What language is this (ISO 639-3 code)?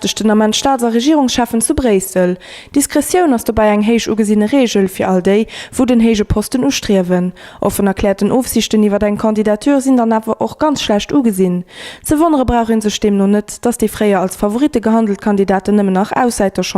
ltz